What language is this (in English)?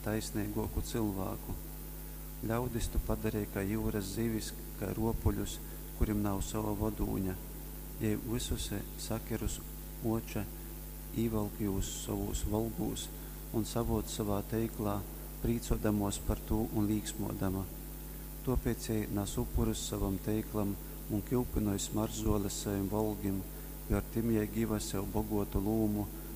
Latgalian